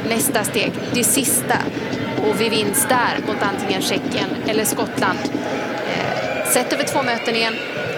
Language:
Swedish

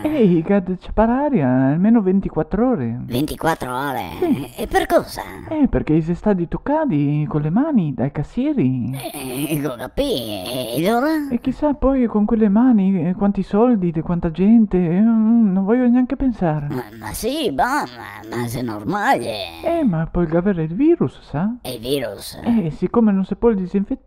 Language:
Venetian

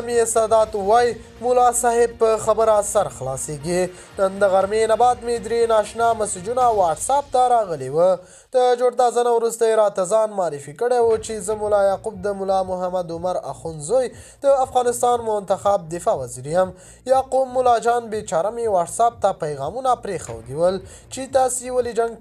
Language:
Pashto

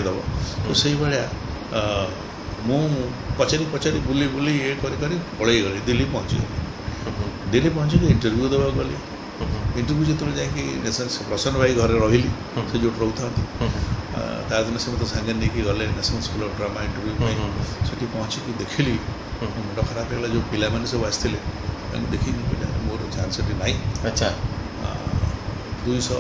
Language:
Odia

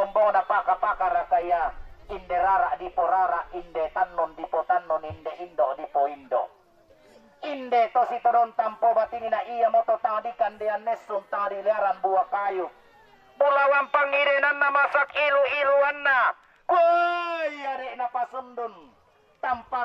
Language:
Toraja-Sa'dan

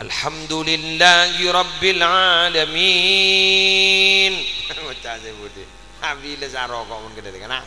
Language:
Madurese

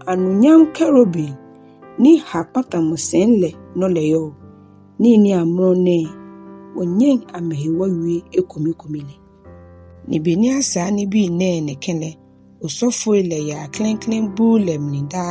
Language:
Ga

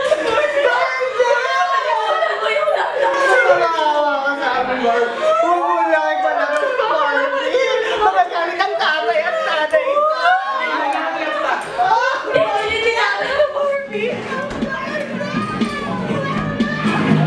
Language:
Filipino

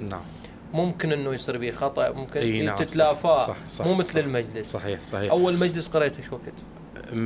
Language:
Mesopotamian Arabic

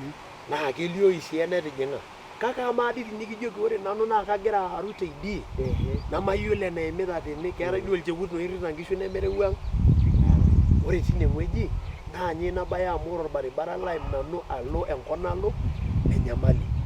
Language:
Masai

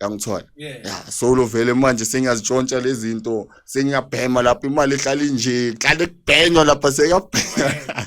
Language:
Zulu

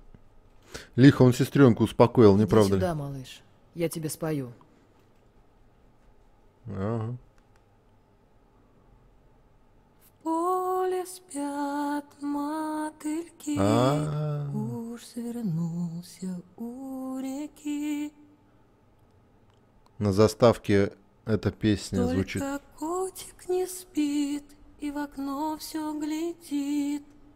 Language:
Russian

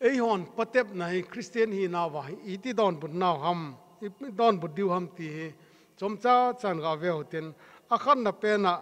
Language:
Thado Chin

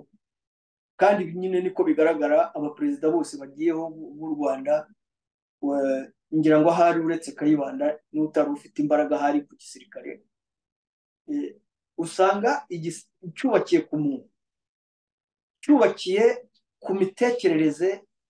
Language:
Kinyarwanda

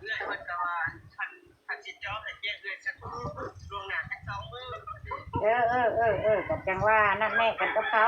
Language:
Northeastern Thai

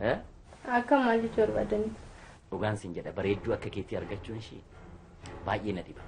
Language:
Oromo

